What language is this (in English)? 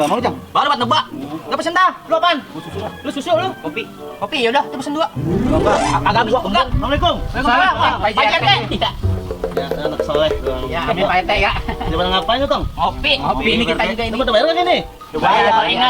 Betawi